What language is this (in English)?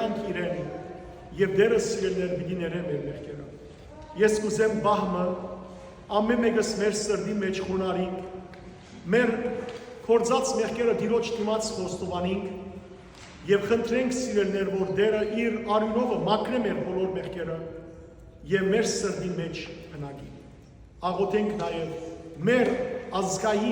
Western Armenian